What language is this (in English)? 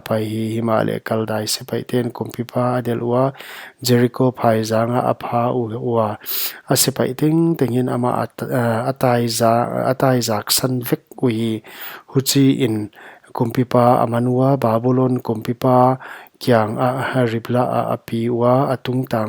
Paite Chin